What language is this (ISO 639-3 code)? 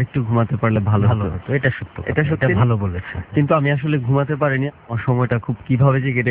ben